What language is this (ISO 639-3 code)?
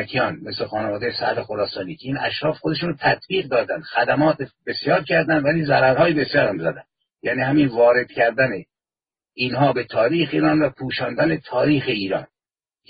fas